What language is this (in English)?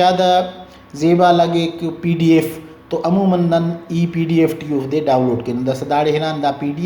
Brahui